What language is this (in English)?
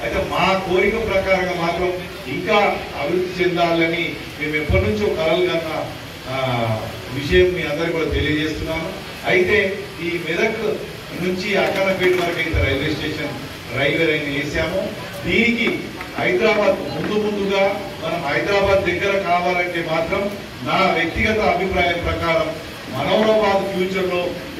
Telugu